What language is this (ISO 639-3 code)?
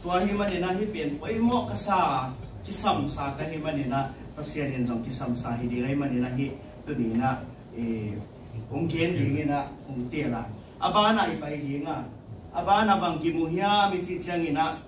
ctd